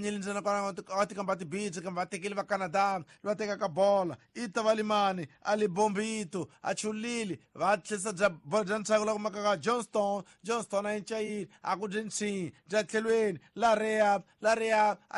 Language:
Tsonga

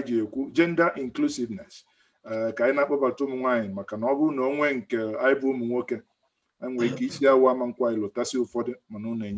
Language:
Igbo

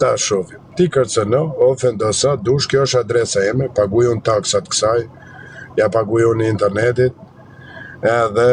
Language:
Albanian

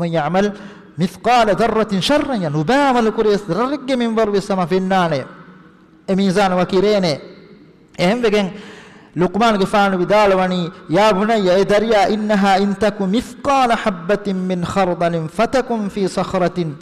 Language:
Divehi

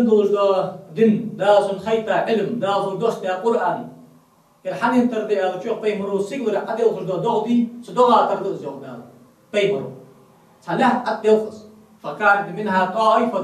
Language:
Ingush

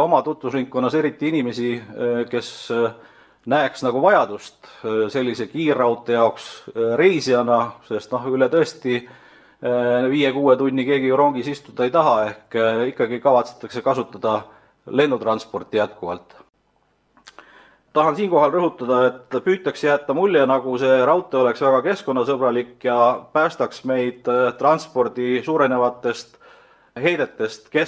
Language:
Estonian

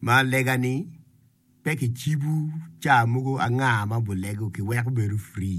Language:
Acoli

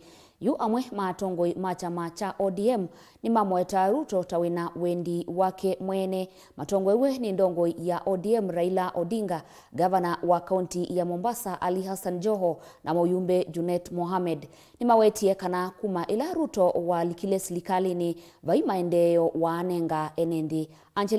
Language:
Kamba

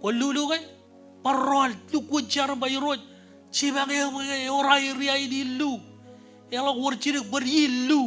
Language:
Marshallese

